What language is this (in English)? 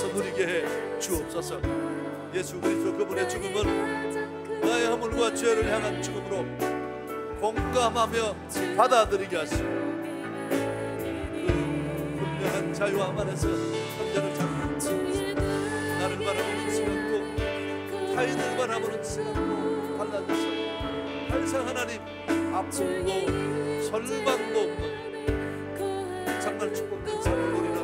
Korean